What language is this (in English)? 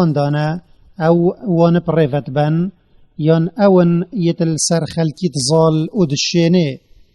Kurdish